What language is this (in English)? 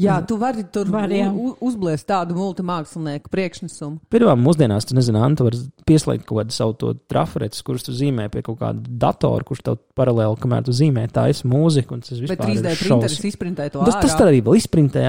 Latvian